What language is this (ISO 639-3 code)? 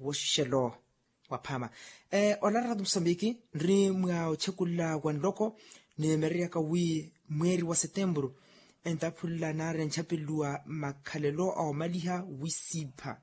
vmw